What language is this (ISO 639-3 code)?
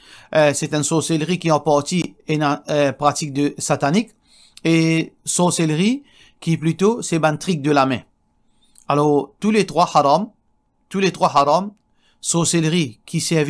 mfe